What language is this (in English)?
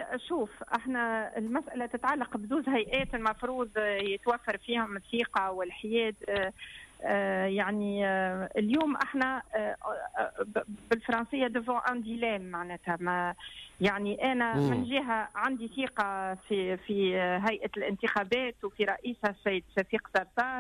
Tunisian Arabic